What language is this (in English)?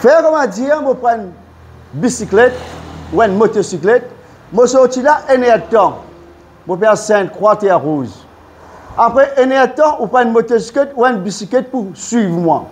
Morisyen